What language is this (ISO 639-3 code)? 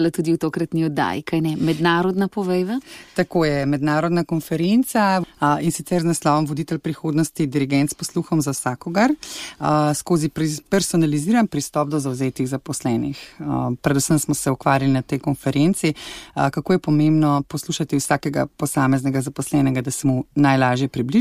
slv